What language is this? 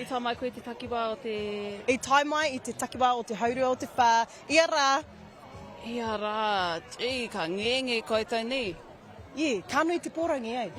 Māori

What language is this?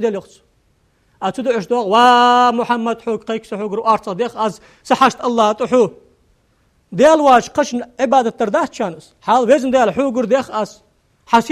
Ingush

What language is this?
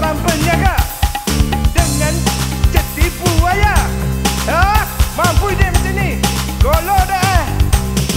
Malay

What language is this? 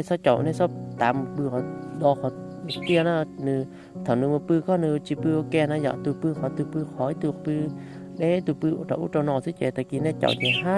Hmong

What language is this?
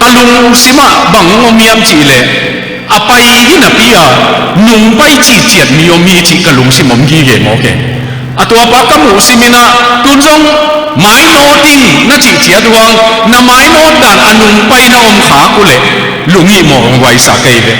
Tedim Chin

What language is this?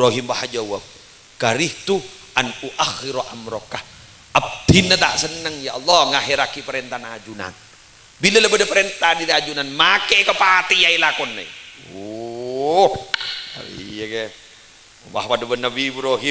Madurese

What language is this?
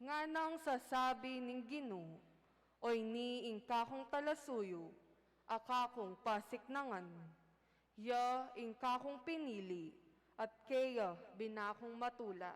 Pampanga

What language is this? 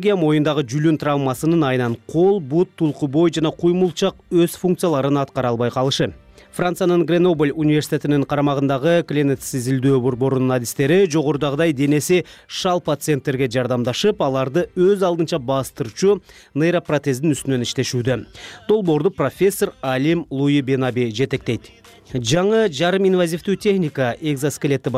Kyrgyz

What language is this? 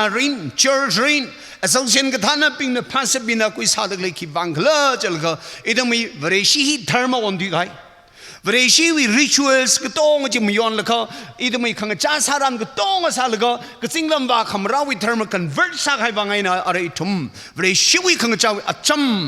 Tangkhul Naga (India)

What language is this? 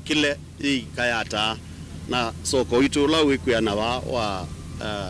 Kamba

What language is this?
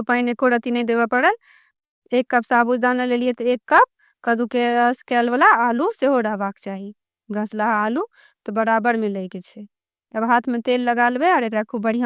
Maithili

